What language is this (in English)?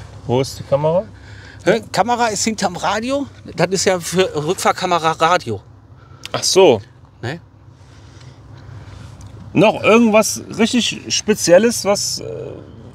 German